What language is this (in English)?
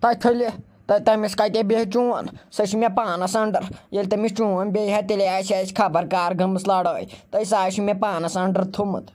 Kashmiri